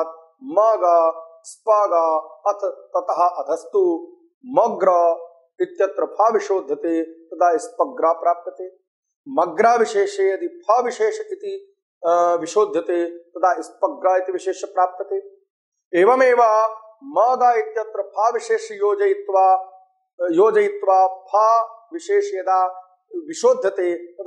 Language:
Sanskrit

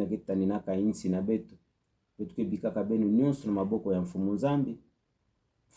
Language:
Kituba (Democratic Republic of Congo)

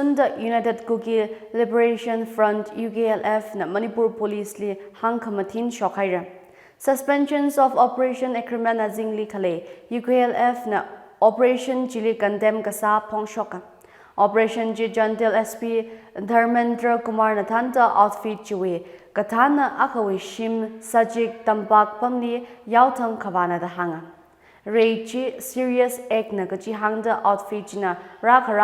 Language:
Tangkhul Naga (India)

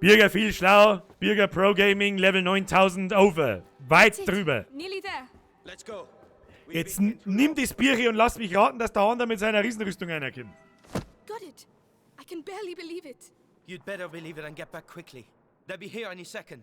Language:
Bavarian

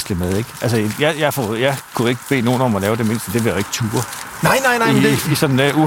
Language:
Danish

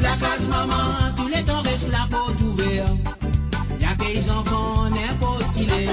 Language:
Morisyen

